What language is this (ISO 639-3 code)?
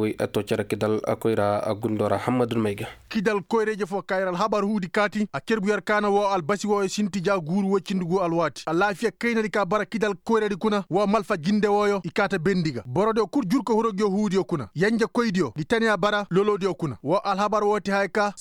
ses